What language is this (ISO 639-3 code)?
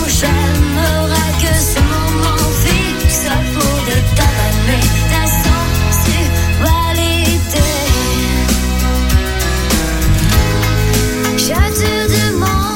fra